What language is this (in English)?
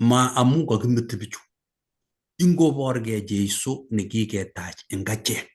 Kalenjin